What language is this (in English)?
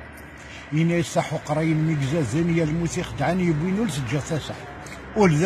Kabyle